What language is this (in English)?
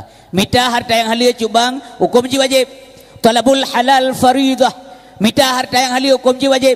Achinese